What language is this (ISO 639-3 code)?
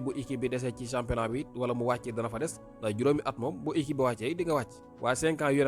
wol